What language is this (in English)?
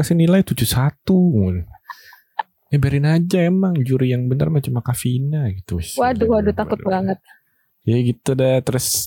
Indonesian